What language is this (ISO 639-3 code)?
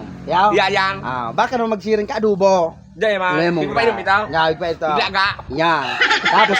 bik